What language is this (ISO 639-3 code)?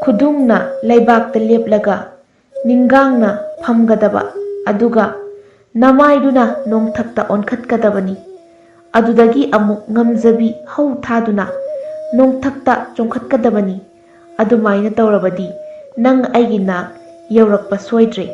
mni